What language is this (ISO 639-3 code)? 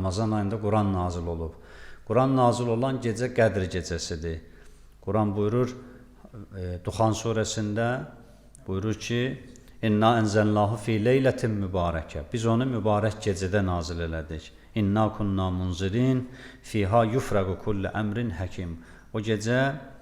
aze